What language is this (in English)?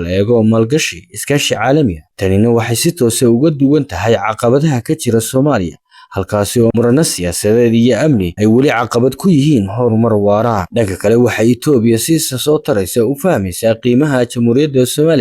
Somali